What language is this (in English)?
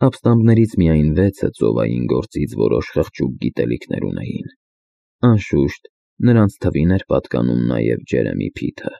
Armenian